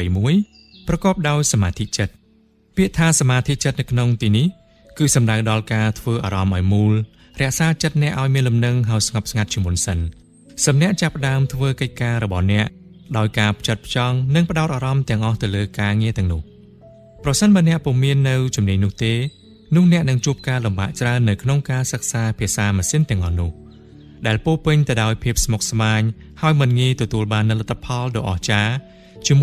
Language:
Khmer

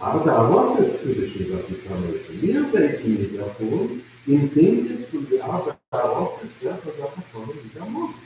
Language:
Yiddish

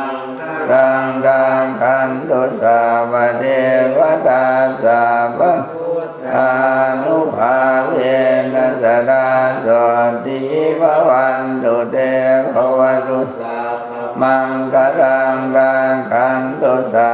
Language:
Pali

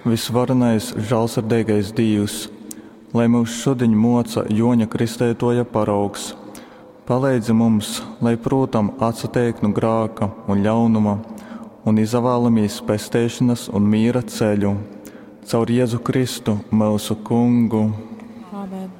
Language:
Latgalian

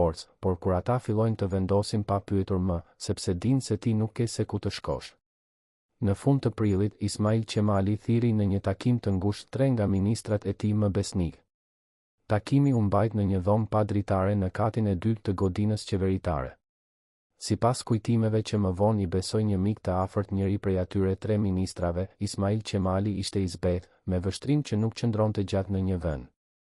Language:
Albanian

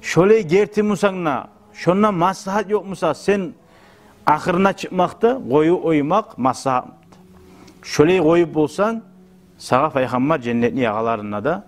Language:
Kumyk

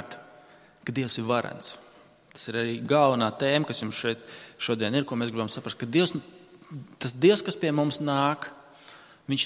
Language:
Latvian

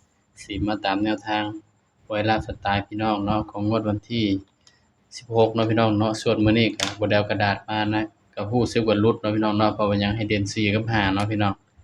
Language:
Northeastern Thai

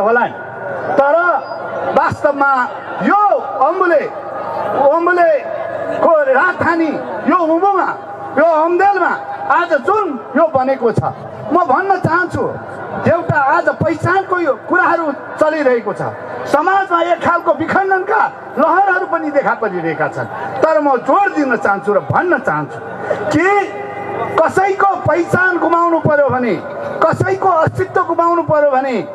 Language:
Nepali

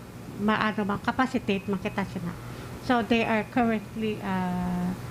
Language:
Hiligaynon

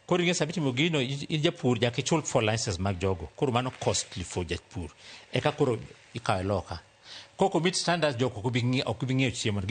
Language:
Luo (Kenya and Tanzania)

